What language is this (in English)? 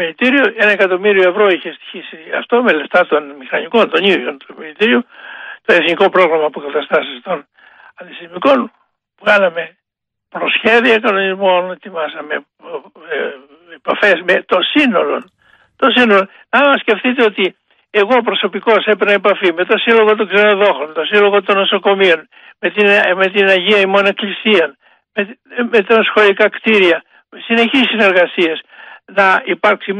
Greek